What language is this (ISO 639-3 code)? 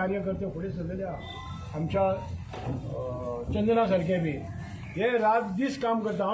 kok